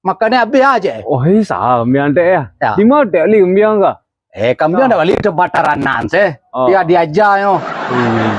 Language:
Minangkabau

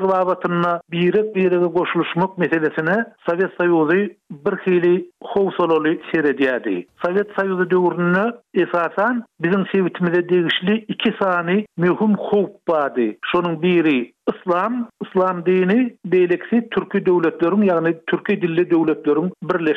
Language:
Turkmen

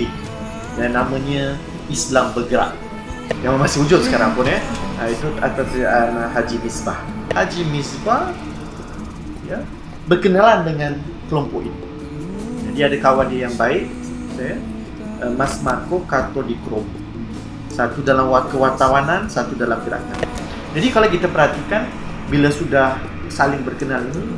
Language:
Malay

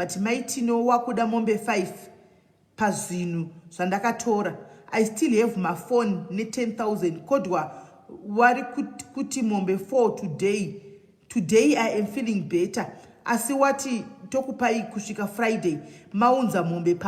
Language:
Shona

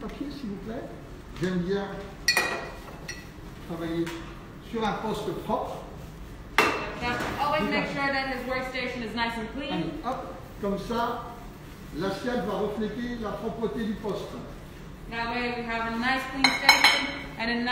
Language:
French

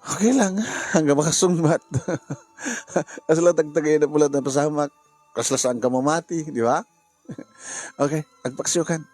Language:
Iloko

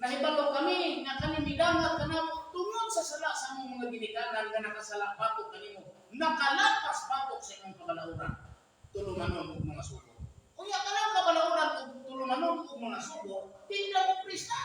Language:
Cebuano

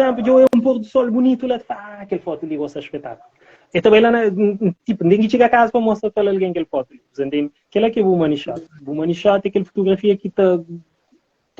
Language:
Kabuverdianu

